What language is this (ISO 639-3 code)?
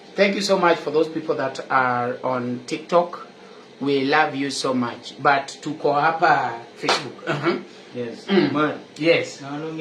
luo